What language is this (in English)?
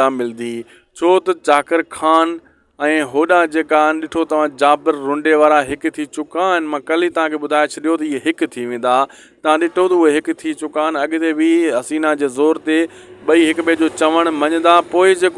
Sindhi